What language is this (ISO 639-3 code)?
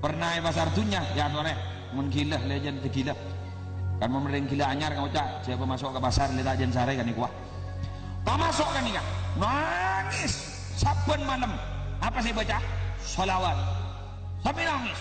mad